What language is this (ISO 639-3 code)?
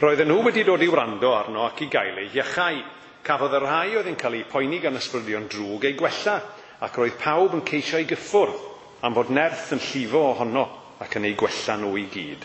cym